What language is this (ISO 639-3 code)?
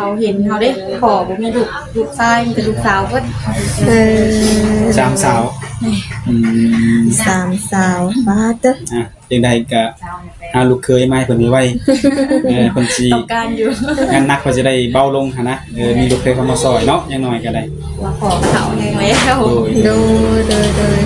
lao